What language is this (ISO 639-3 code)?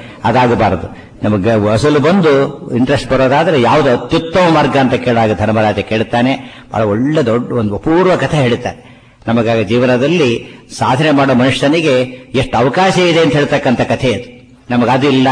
kan